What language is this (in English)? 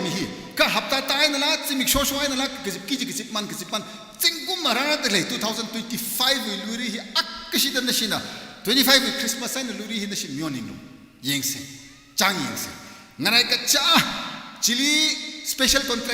Tangkhul Naga (India)